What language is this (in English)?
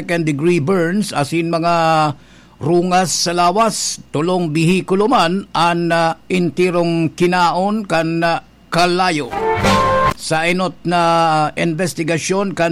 Bikol